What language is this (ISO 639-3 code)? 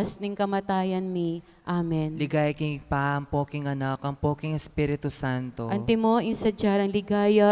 pam